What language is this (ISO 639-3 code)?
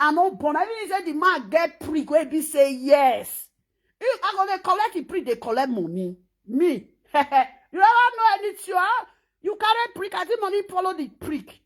pcm